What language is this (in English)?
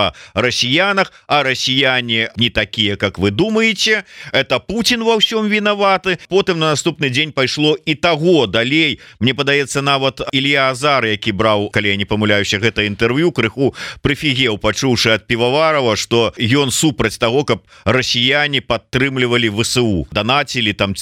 Belarusian